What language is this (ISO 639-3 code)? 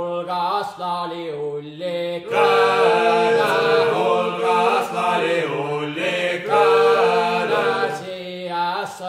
est